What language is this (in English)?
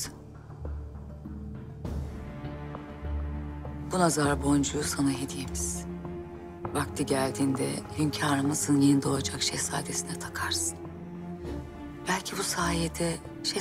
Turkish